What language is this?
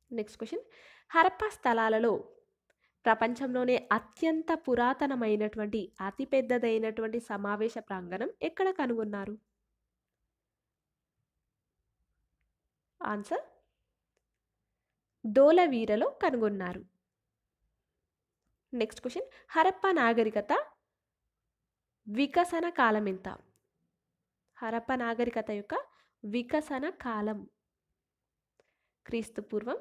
Telugu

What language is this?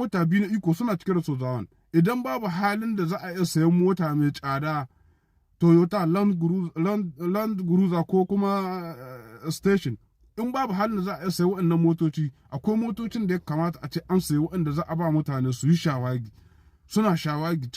Hausa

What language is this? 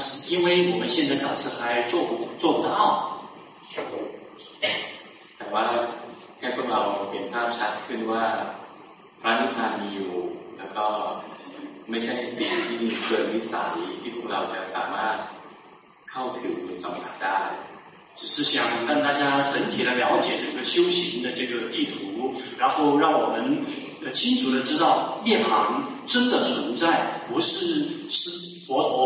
Thai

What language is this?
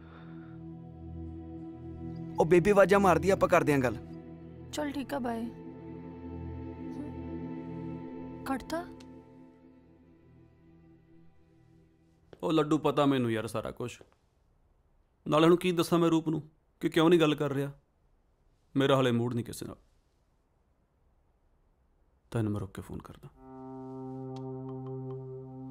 Punjabi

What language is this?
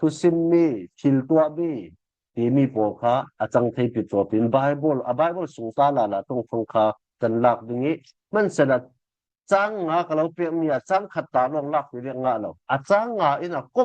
Falam Chin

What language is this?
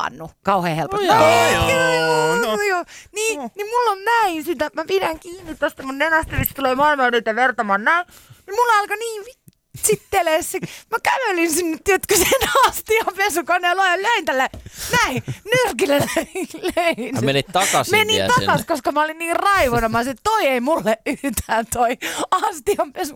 Finnish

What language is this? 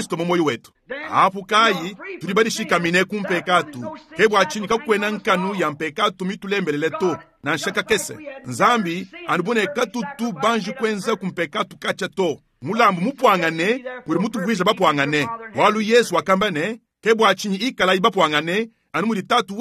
Luba-Lulua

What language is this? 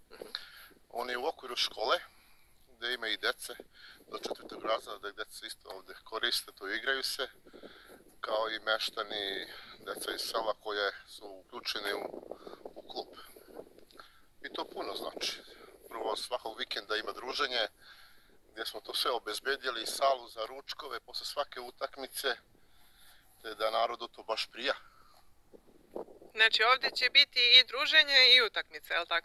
Serbian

